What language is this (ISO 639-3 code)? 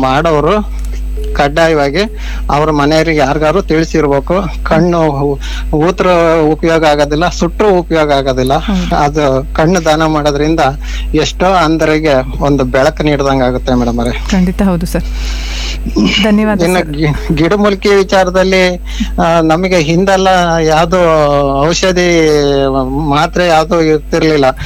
kan